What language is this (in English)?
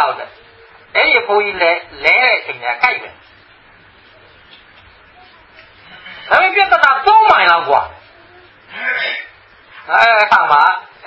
Burmese